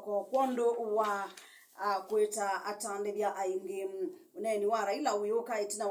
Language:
Kamba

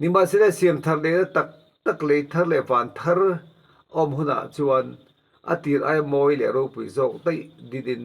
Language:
Mizo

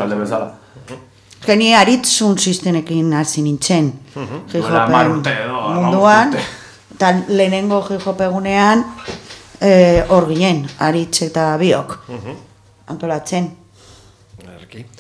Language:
Basque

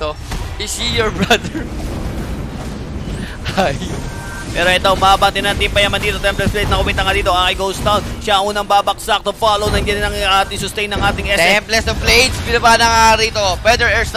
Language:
Filipino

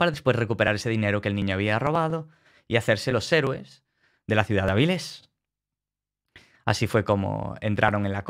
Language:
Spanish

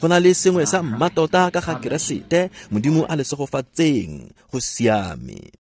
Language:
Tswana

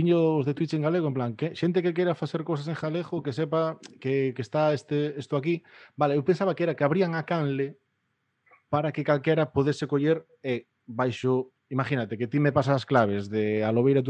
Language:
Galician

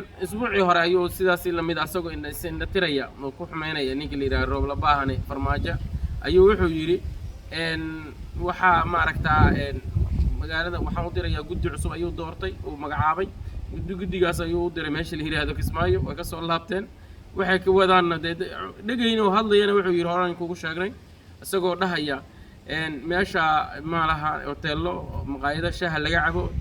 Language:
Somali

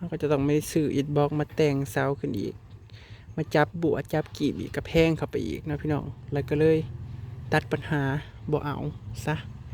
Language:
Northeastern Thai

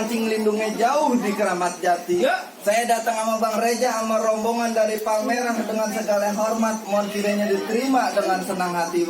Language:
Betawi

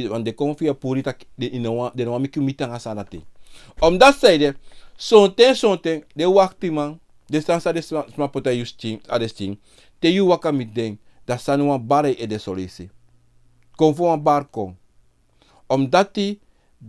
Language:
Sranan Tongo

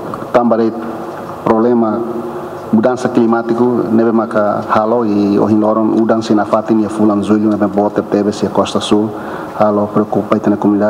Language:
Tetum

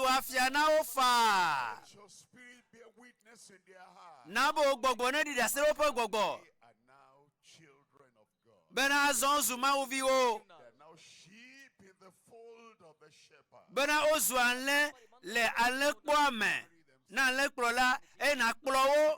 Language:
Ewe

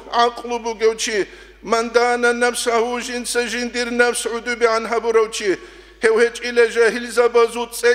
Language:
Avaric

